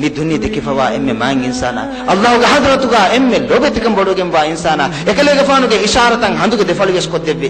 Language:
Divehi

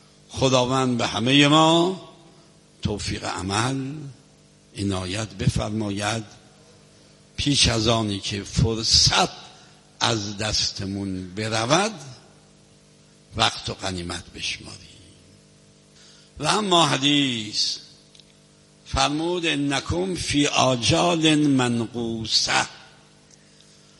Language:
Persian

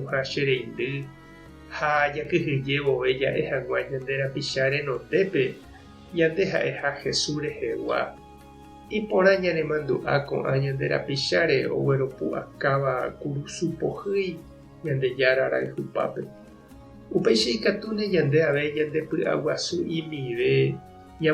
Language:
Guarani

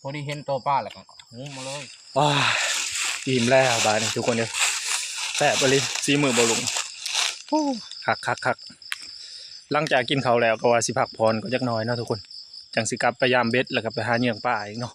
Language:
Northeastern Thai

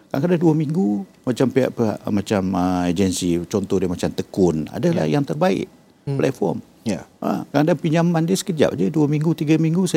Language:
Malay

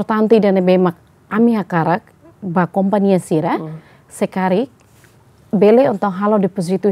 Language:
Tetum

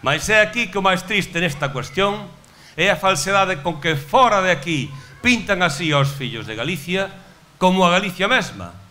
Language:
Galician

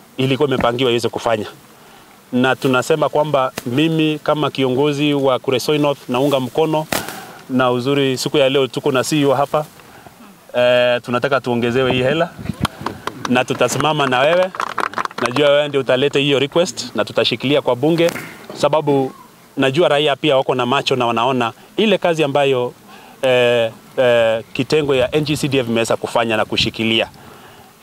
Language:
Swahili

